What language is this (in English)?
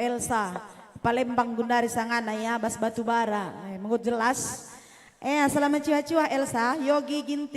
Batak Karo